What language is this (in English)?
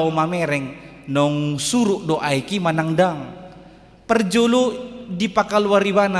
Batak Toba